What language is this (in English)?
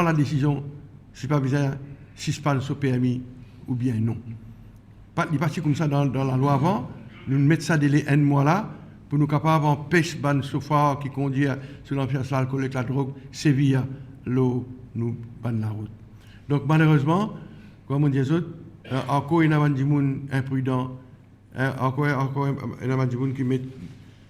Morisyen